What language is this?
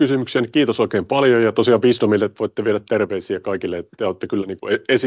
Finnish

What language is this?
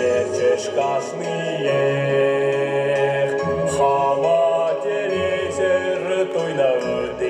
Chuvash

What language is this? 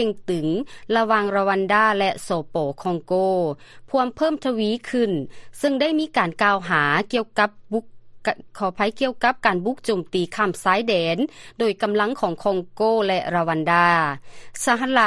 Lao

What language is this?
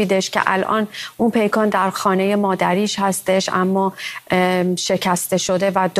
Persian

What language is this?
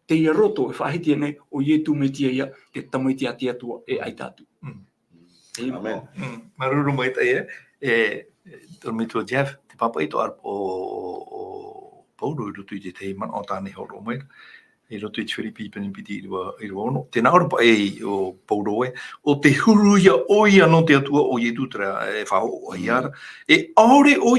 Tahitian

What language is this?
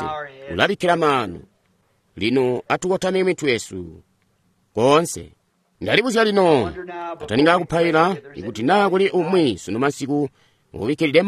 Tonga (Zambia)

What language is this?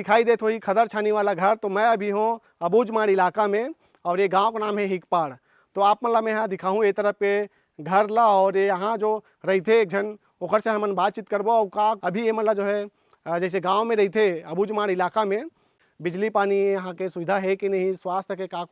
Chhattisgarhi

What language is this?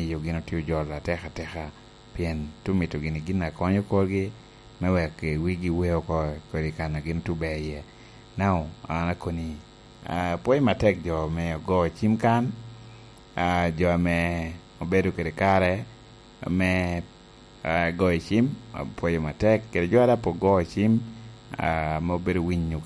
Lango (Uganda)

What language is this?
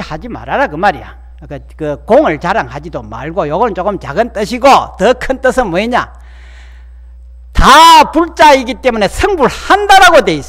Korean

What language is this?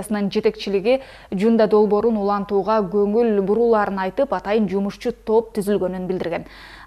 Kyrgyz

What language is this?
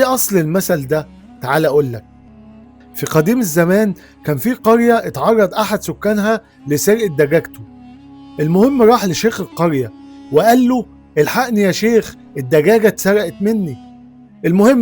Egyptian Arabic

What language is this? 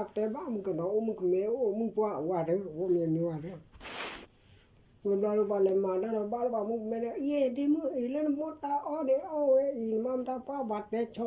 S'gaw Karen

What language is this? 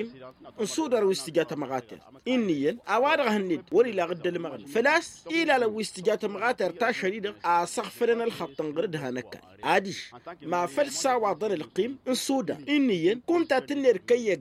Tamasheq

